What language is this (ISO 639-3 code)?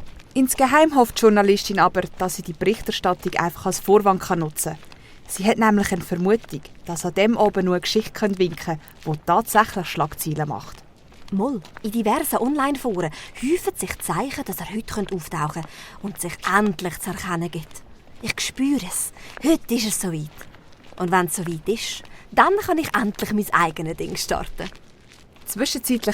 gsw